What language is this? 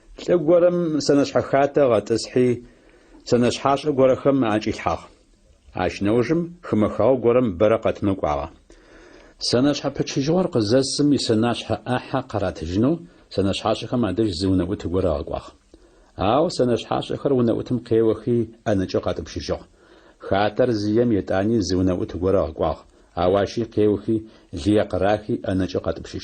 Adyghe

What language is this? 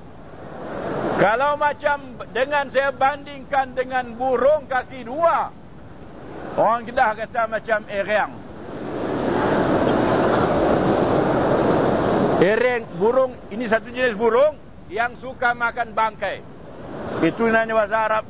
Malay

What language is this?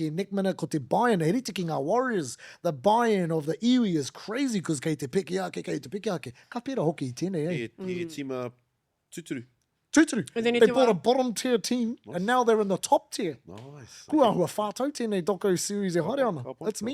Māori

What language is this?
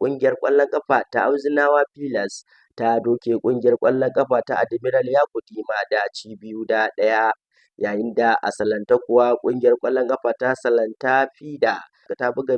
Hausa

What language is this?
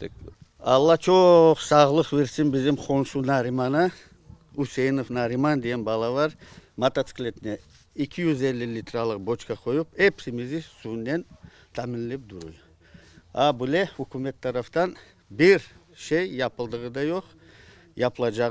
Crimean Tatar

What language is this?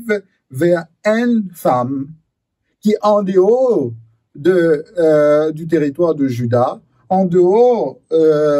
Morisyen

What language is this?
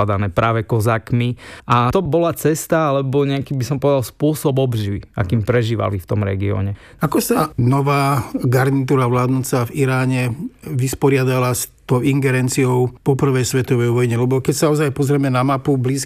Slovak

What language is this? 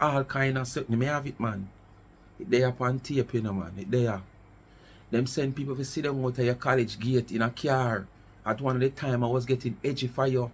Jamaican Creole English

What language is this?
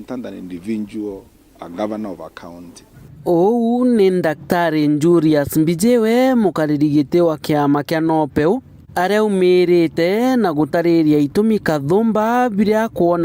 Meru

